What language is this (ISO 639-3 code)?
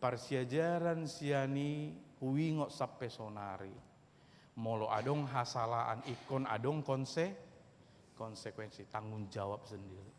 bbc